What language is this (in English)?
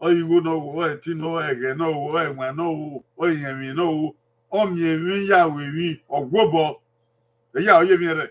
Bini